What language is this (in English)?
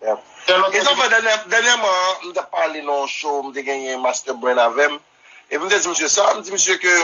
Haitian Creole